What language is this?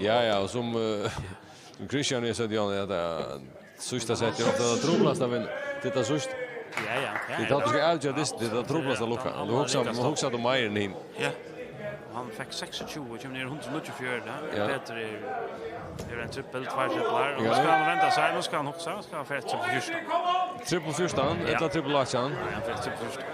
Faroese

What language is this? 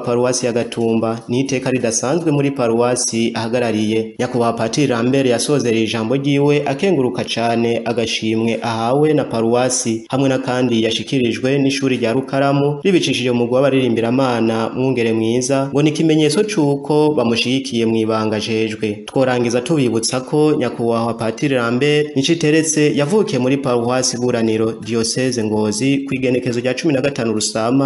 Rundi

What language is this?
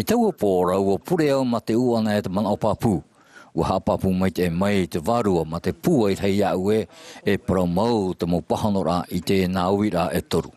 Tahitian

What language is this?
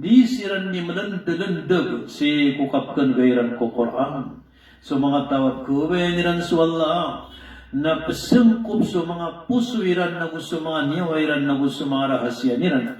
Maranao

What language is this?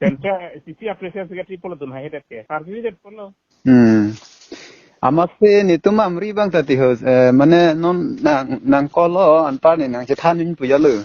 Karbi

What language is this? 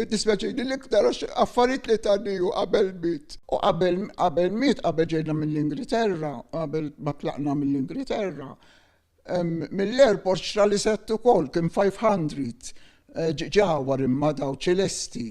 Maltese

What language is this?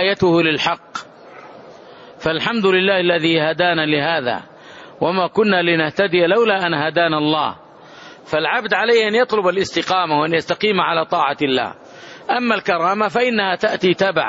Arabic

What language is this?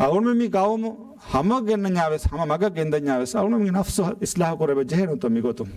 Divehi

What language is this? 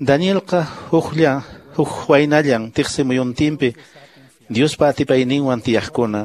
Quechua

